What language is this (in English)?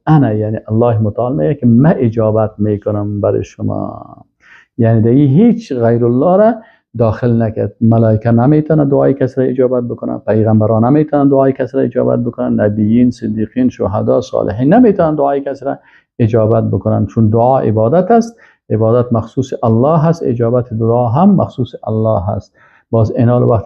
Persian